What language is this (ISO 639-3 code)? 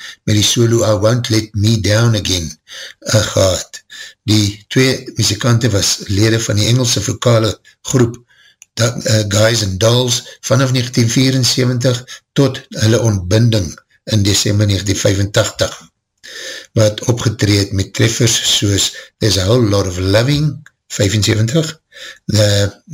afr